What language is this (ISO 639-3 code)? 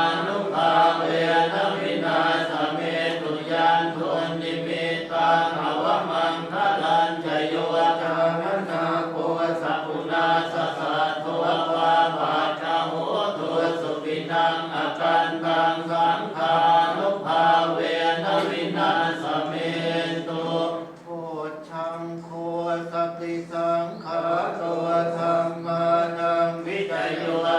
pli